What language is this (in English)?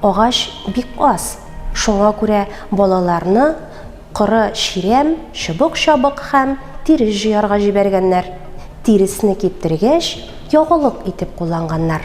Tatar